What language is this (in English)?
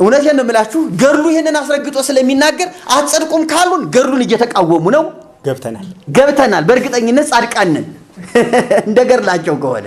Amharic